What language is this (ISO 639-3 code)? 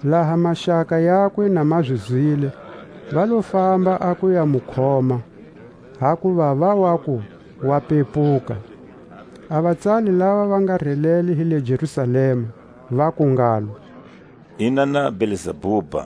tsc